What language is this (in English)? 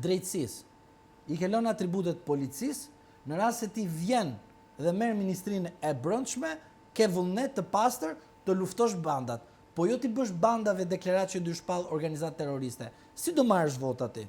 Albanian